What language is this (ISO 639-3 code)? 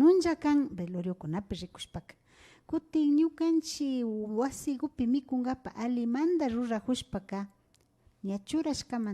qvi